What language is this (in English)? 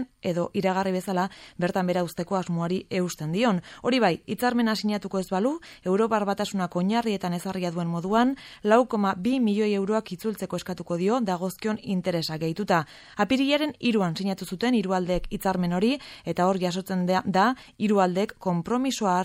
Basque